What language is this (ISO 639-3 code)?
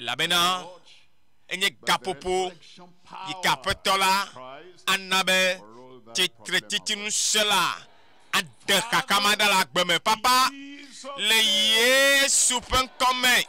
ewe